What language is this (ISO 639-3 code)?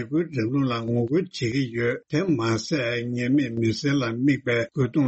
bod